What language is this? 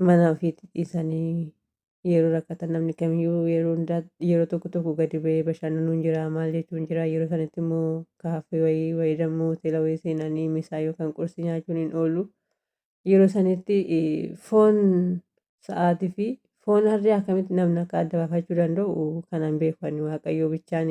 Oromo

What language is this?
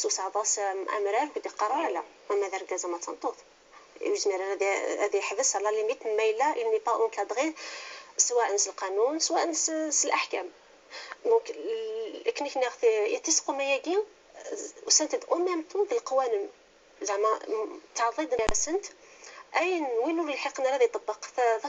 Kabyle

